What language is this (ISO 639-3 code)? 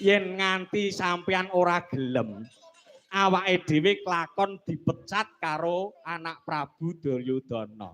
jav